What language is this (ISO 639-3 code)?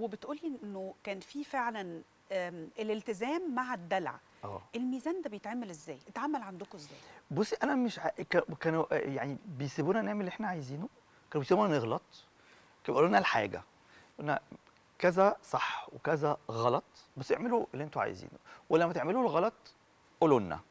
arz